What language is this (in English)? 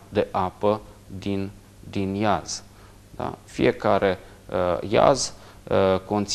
Romanian